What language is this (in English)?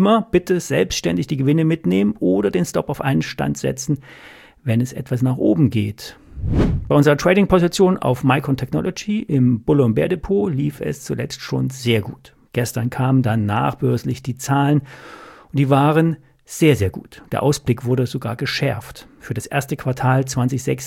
German